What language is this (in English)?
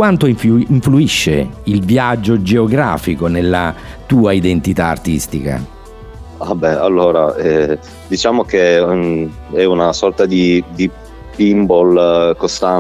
Italian